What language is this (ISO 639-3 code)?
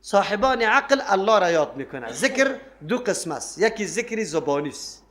fas